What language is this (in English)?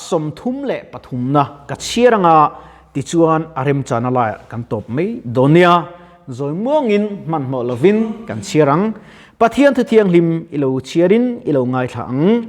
Mizo